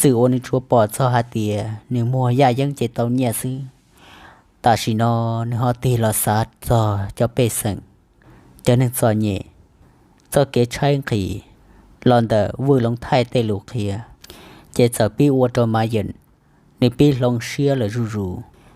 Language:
Hmong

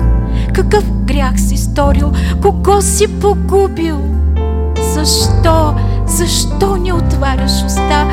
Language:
Bulgarian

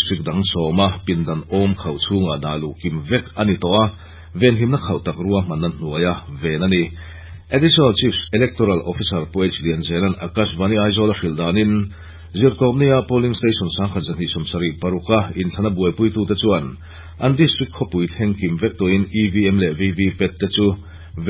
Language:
Mizo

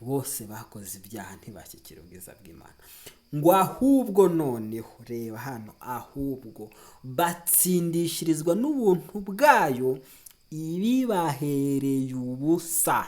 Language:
Kinyarwanda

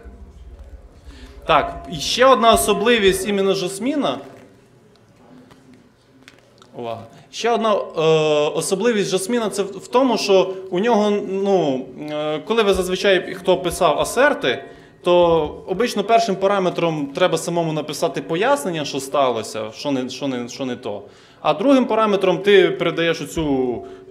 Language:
Ukrainian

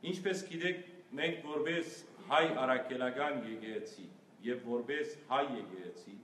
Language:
Western Armenian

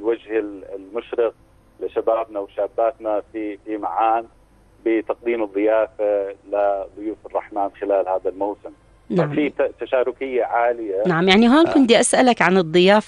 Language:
North Levantine Arabic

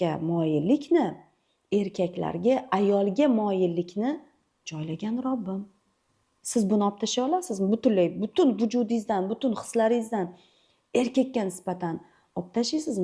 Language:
Uzbek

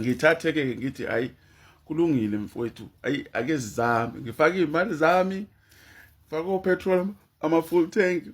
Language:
Zulu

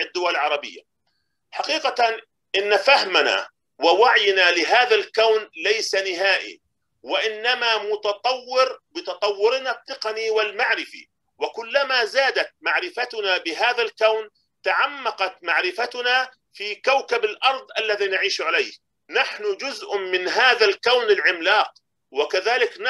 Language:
Arabic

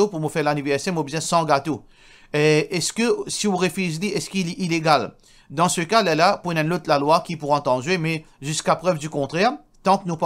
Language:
Morisyen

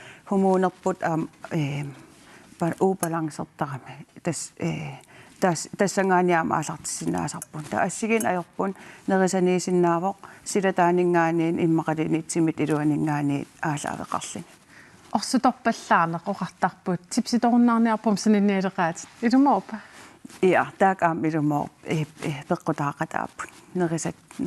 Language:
Kalaallisut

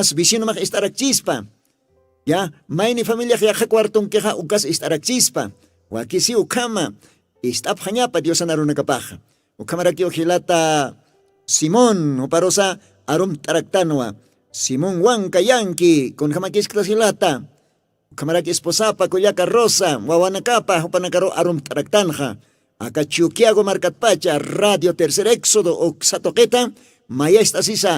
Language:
Aymara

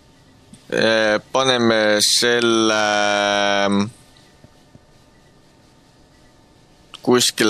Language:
Estonian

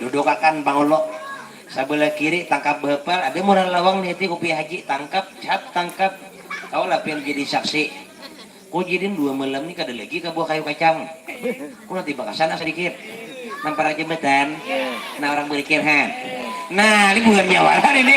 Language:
Banjar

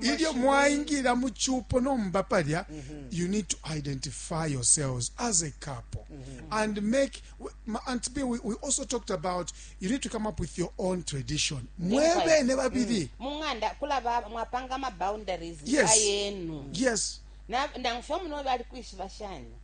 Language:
Bemba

